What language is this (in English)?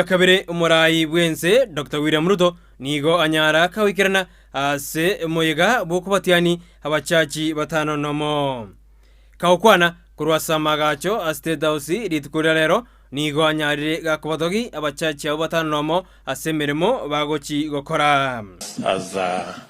Gusii